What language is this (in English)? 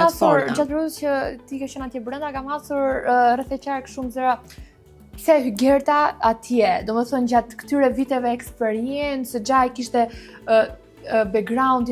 Albanian